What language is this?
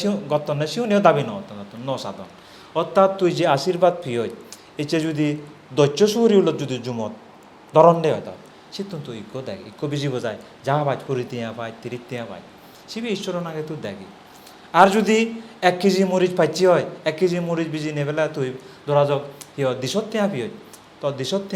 Chakma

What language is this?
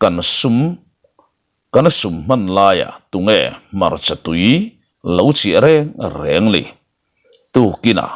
Mizo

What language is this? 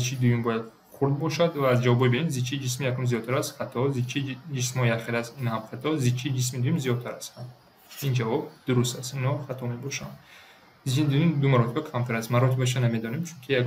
Tajik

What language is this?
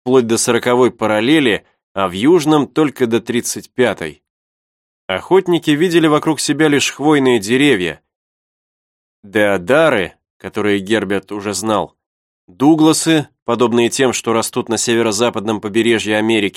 Russian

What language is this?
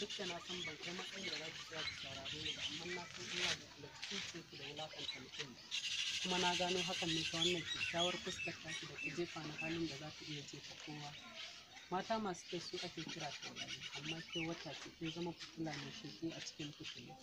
Hausa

